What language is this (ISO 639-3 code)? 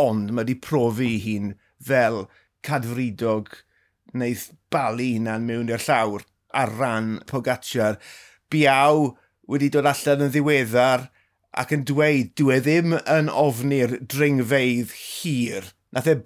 cym